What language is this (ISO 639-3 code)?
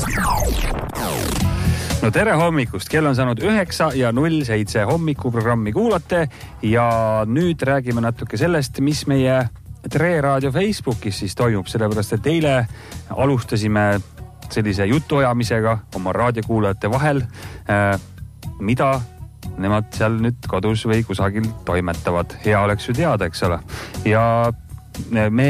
est